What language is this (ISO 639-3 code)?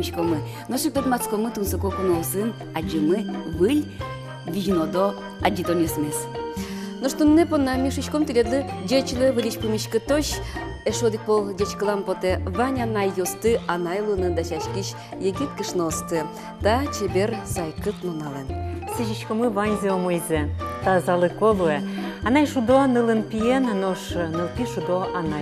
udm